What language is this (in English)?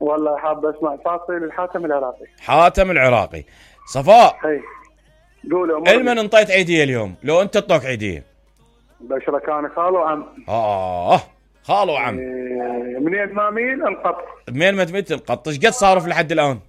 Mesopotamian Arabic